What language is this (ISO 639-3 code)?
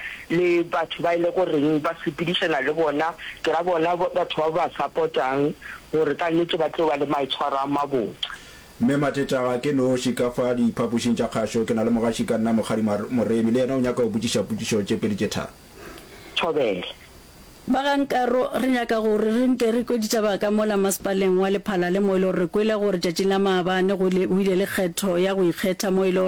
nso